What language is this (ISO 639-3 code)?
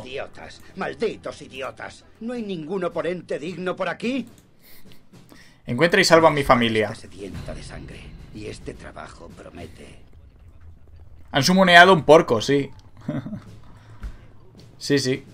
spa